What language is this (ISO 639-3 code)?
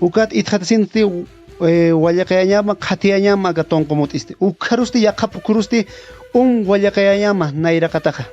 aym